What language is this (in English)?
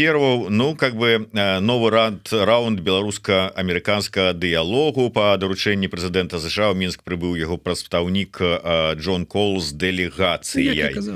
Belarusian